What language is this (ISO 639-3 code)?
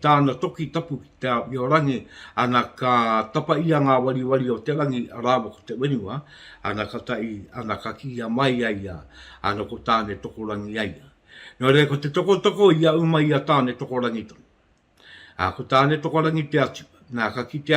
mri